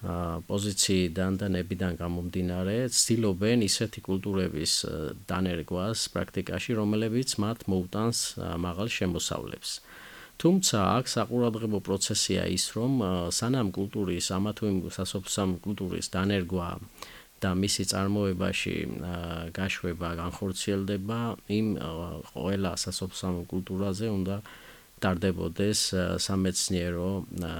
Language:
Georgian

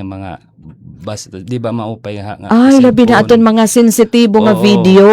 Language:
Waray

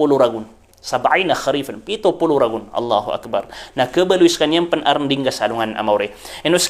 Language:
Maranao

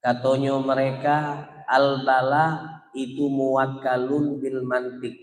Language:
Musi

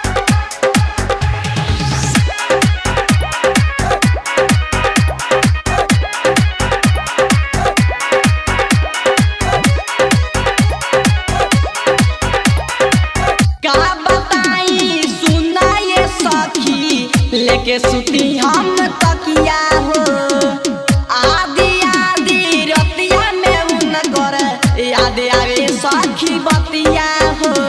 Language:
Bhojpuri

